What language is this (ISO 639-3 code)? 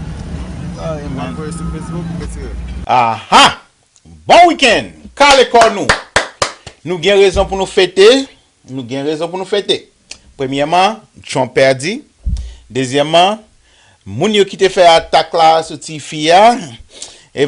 hat